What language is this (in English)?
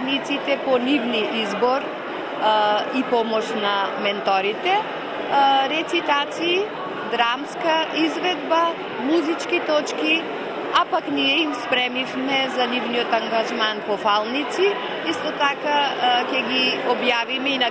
Macedonian